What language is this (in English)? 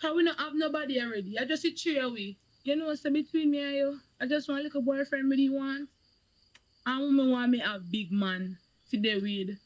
Jamaican Creole English